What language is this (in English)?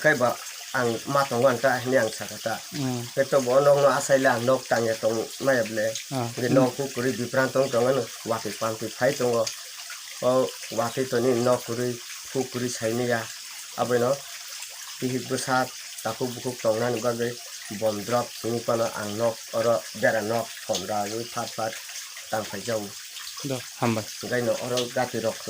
Kok Borok